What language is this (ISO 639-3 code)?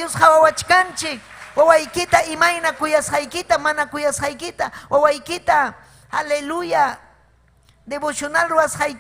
quy